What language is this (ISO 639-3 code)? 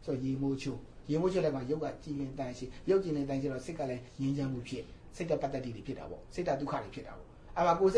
mya